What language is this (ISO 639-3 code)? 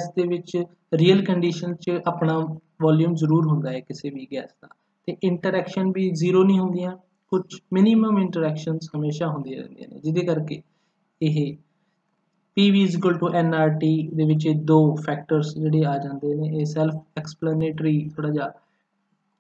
pan